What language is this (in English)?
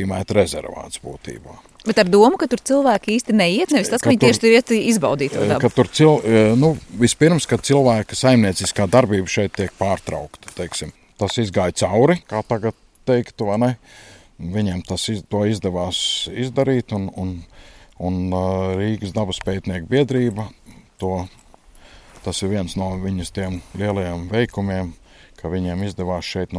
Latvian